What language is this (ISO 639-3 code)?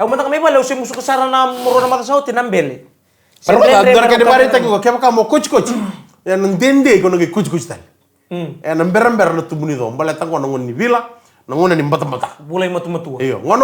fij